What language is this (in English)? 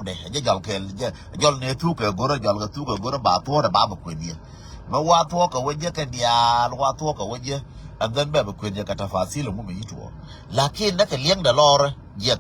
Nuer